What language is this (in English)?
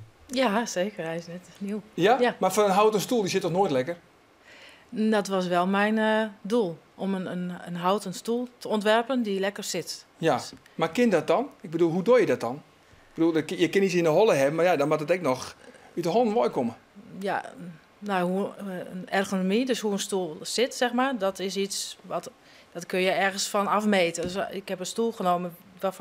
Western Frisian